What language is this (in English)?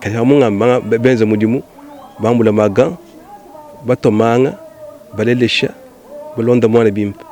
Luba-Lulua